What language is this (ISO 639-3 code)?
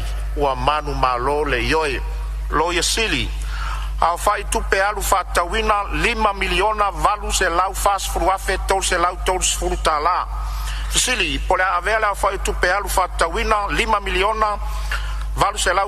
smo